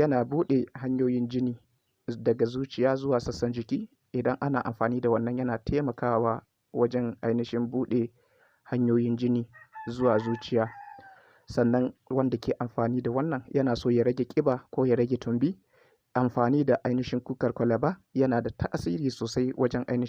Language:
Hausa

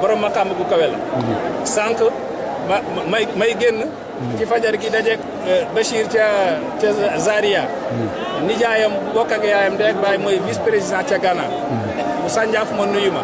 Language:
Wolof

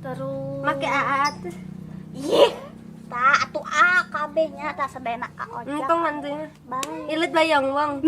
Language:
Sundanese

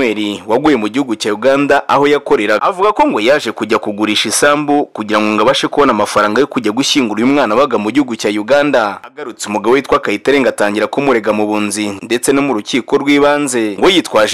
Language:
Kinyarwanda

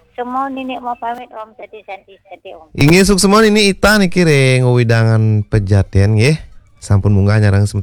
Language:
Balinese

